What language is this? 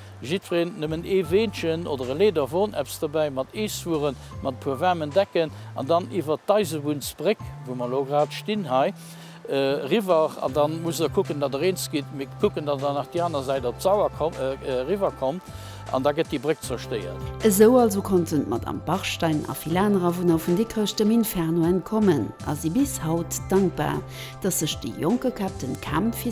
Luxembourgish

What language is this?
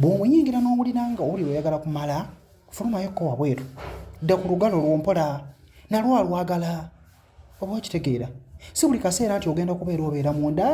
Ganda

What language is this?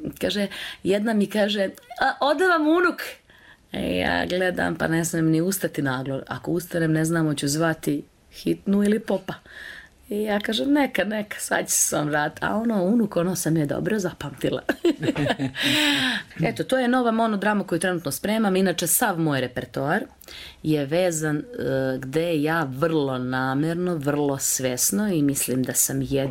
Serbian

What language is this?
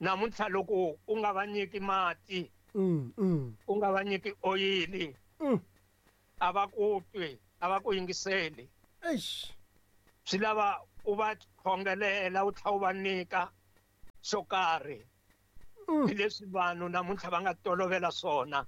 Tsonga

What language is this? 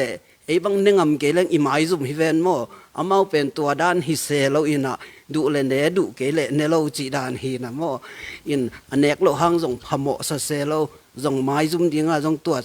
Tedim Chin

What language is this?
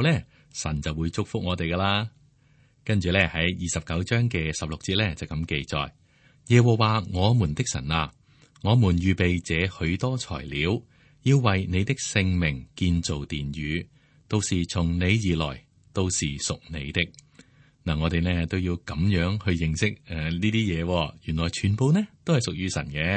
Cantonese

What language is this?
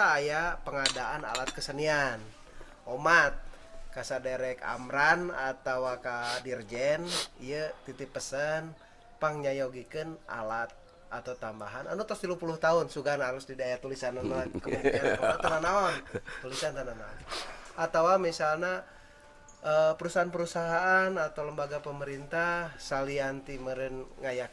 Sundanese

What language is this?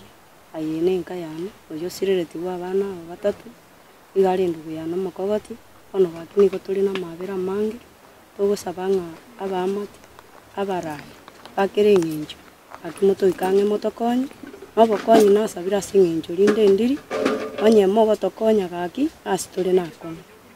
Gusii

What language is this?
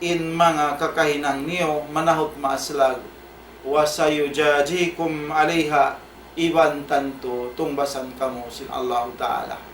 Tausug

